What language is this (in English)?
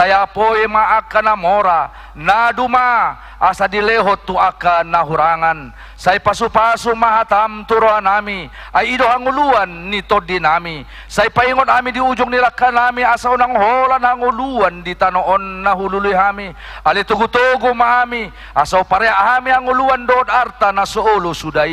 Batak Toba